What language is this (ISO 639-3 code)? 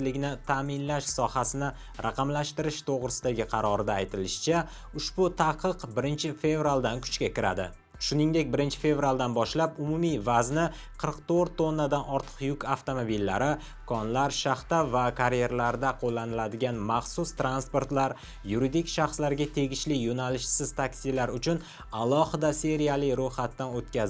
uzb